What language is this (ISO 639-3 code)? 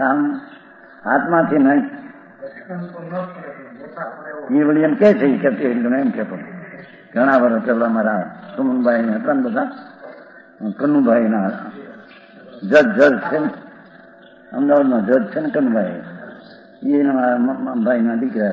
guj